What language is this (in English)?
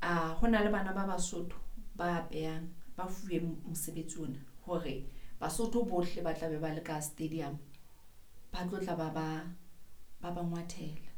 Southern Sotho